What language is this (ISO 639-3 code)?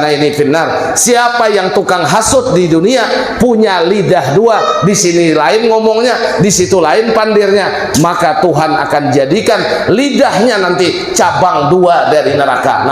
bjn